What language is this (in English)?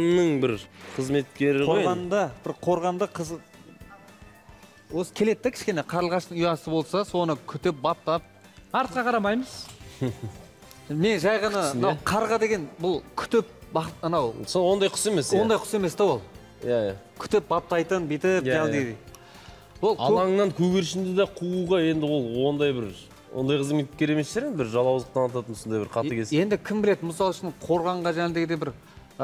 Kazakh